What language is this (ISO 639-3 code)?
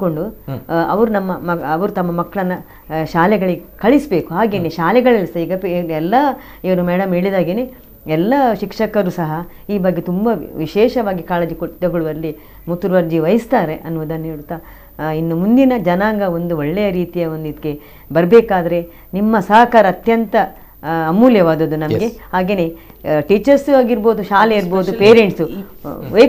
kan